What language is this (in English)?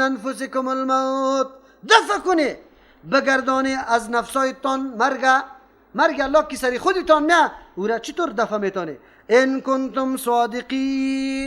Persian